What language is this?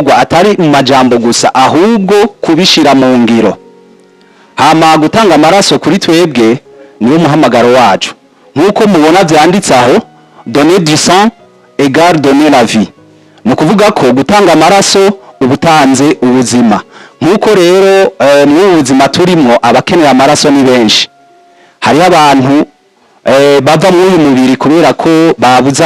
Rundi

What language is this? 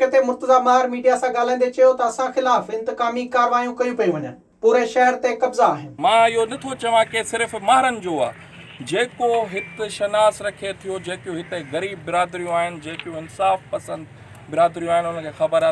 Sindhi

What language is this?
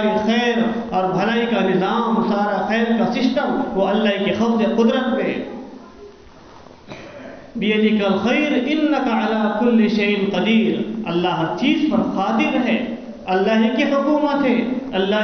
Urdu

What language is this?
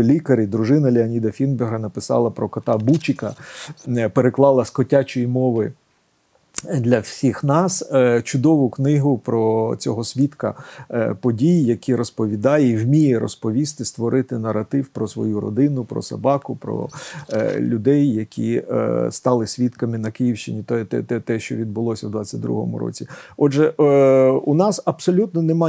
Ukrainian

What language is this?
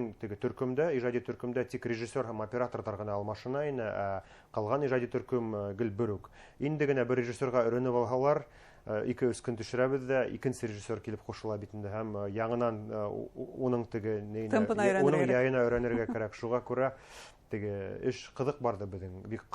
Bashkir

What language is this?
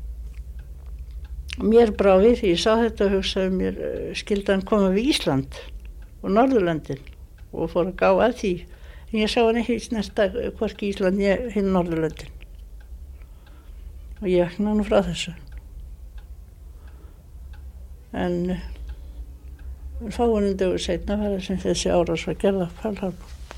Icelandic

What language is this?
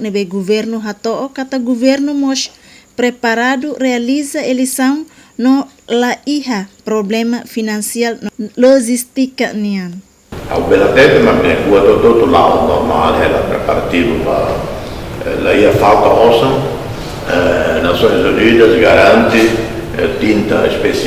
Tetum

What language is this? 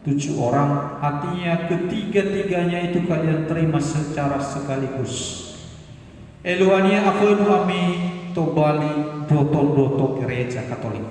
Nias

